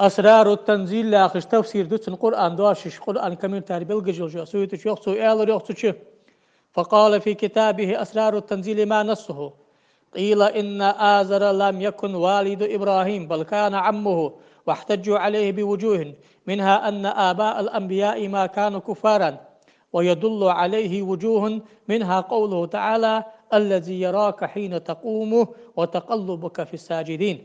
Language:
Ingush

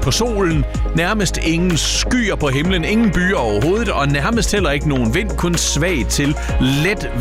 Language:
Danish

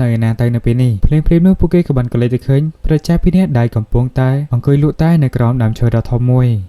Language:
Khmer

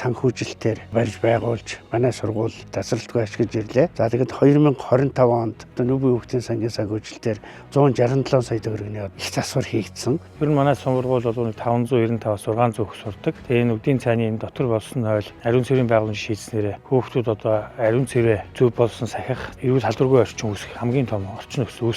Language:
Mongolian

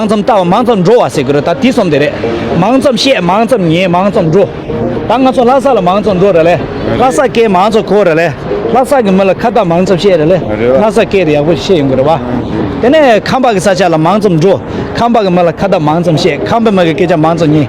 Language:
Tibetan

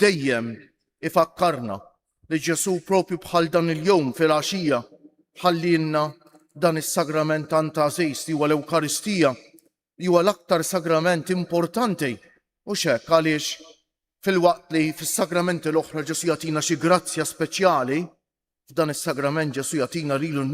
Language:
Maltese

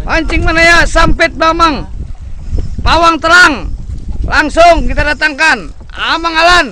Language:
Banjar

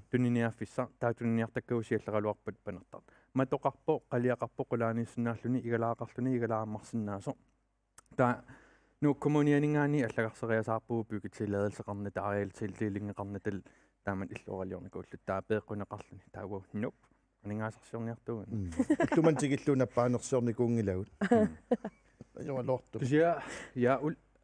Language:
Kalaallisut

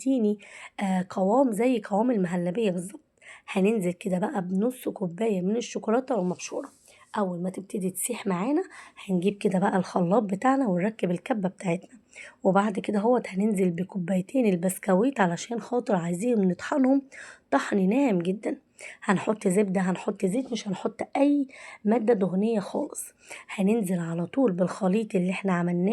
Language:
Egyptian Arabic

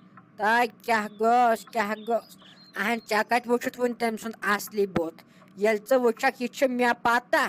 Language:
Kashmiri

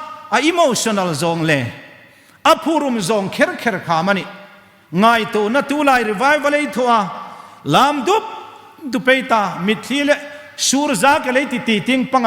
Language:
Hmar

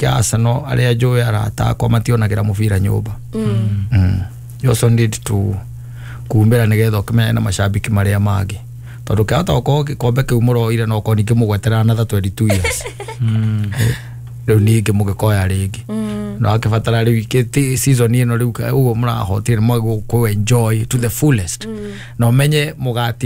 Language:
Kikuyu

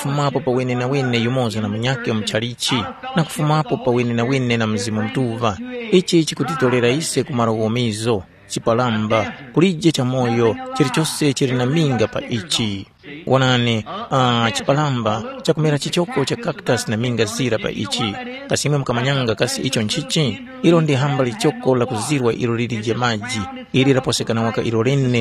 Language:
Tumbuka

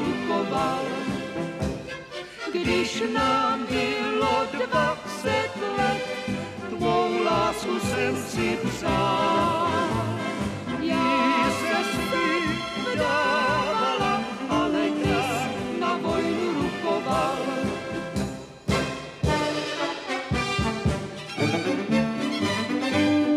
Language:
Czech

